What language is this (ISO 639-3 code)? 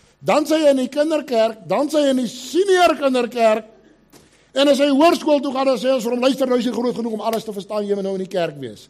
afr